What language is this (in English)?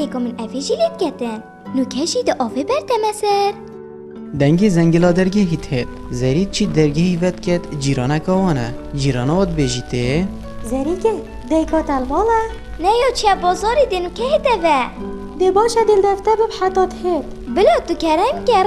Kurdish